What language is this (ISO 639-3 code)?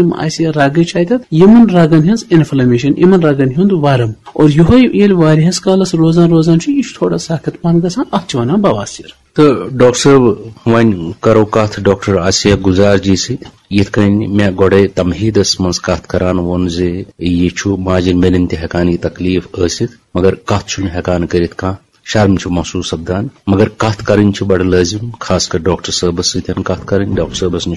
kas